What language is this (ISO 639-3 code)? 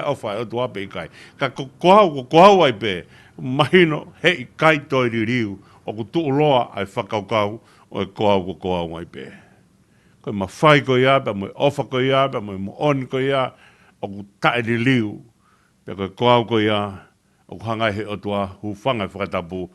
ton